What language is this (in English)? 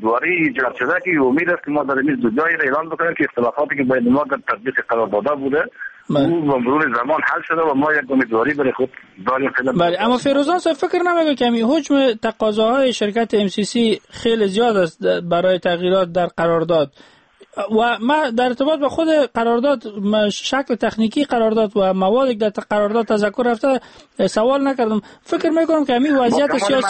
Persian